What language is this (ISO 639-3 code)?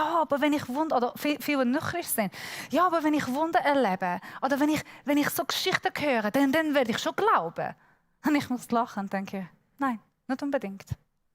gsw